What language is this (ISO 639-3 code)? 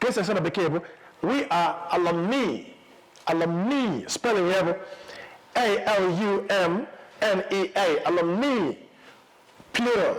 ibo